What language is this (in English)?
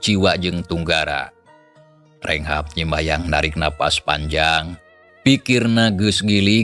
Sundanese